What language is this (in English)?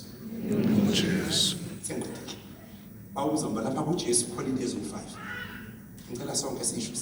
Zulu